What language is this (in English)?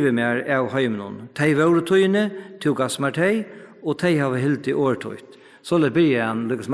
Faroese